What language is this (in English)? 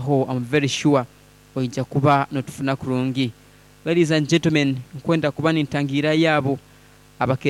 Nyoro